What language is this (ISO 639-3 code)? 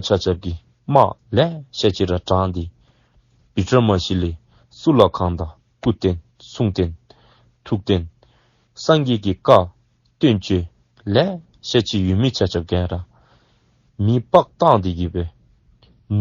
dzo